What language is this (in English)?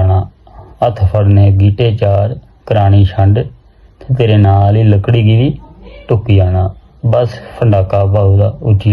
Dogri